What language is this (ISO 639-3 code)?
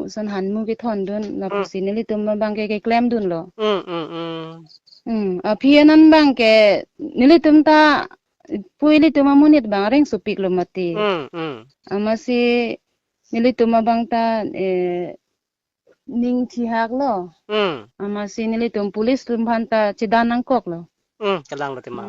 mjw